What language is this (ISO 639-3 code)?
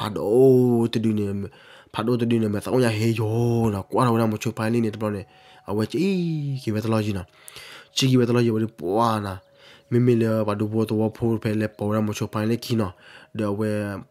ksw